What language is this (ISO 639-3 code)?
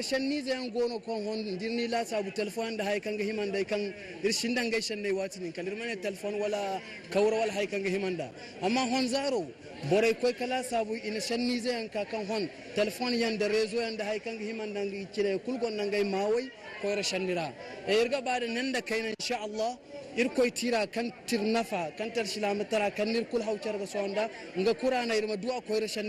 dje